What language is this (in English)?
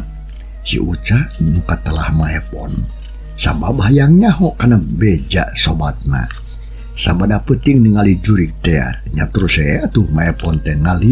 Sundanese